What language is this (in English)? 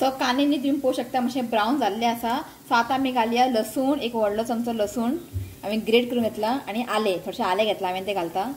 Konkani